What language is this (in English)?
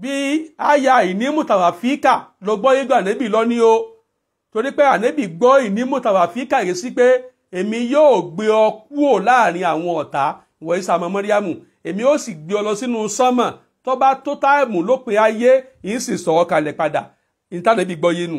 Yoruba